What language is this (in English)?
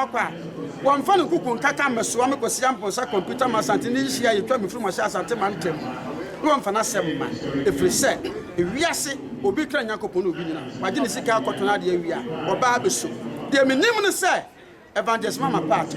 Akan